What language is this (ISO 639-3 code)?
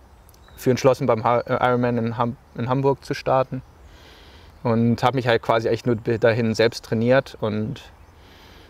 deu